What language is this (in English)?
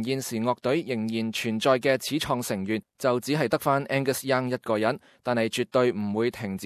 Cantonese